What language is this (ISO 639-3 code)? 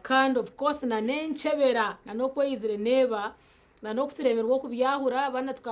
nyn